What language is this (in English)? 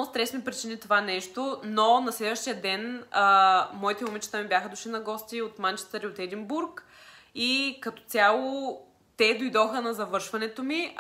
Bulgarian